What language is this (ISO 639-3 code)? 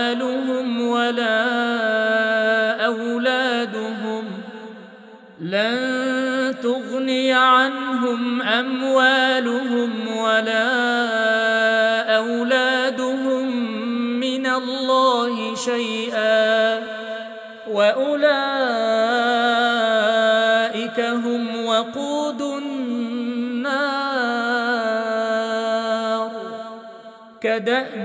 ara